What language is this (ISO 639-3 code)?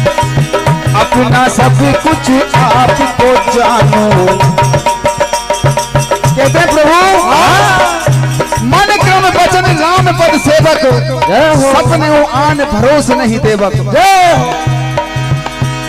hin